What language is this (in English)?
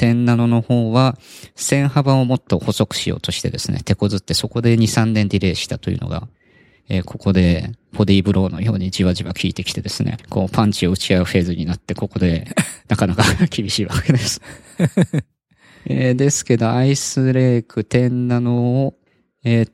Japanese